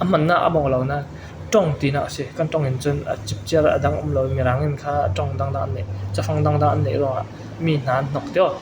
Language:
Falam Chin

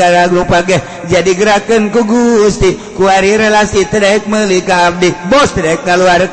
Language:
Sundanese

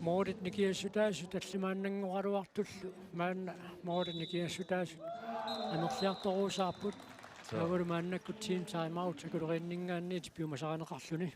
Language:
Kalaallisut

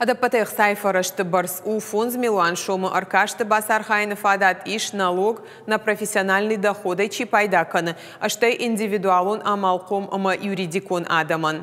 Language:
Ossetic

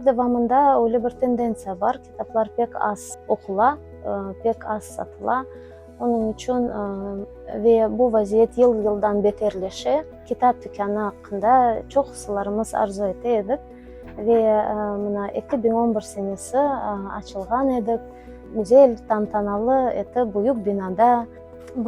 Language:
Crimean Tatar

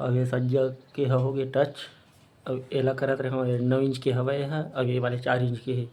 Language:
Chhattisgarhi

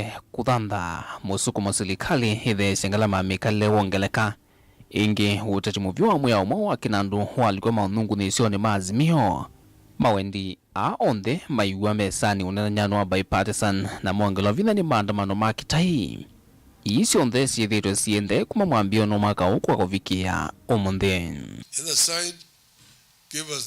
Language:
Kamba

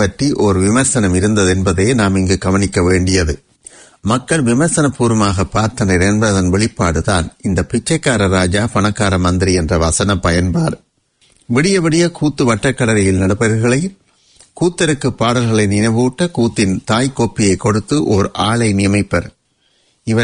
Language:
Tamil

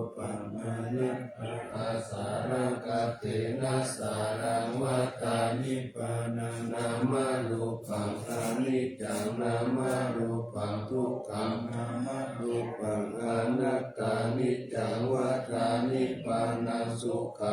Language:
Pali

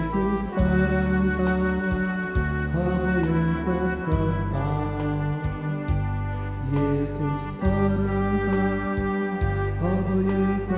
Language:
Finnish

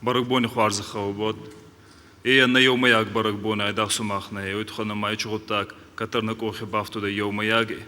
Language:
Ossetic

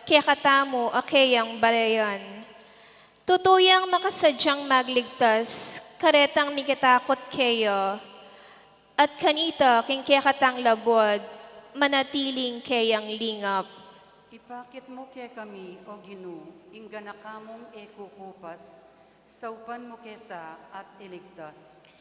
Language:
Pampanga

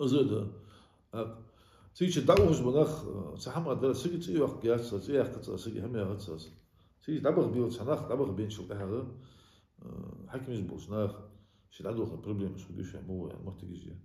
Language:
Ingush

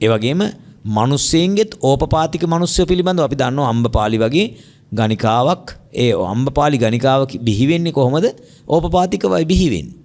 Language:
Sinhala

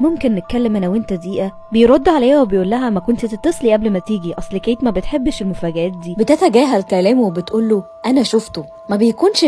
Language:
Egyptian Arabic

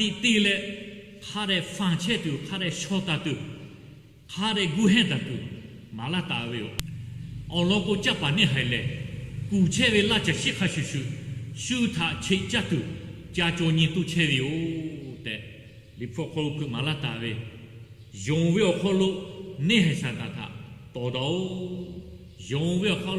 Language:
Lahu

